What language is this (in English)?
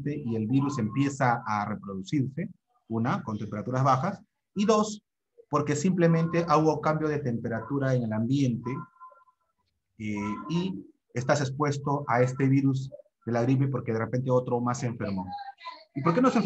Spanish